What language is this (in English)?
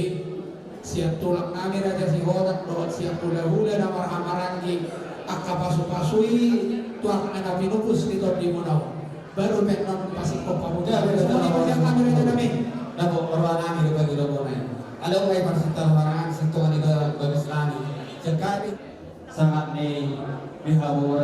Batak Toba